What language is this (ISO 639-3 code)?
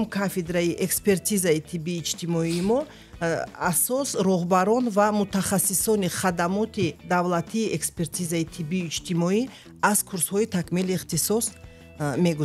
tgk